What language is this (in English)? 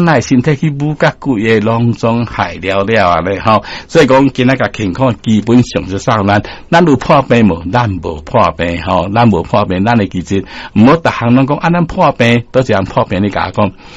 Min Nan Chinese